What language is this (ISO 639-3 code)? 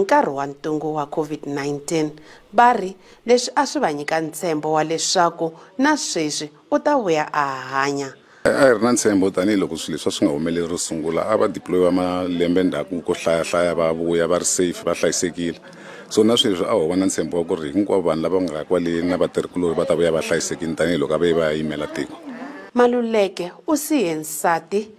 tso